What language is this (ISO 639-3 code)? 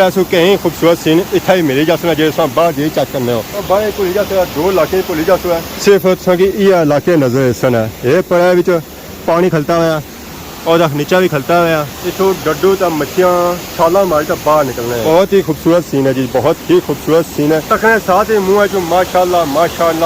phr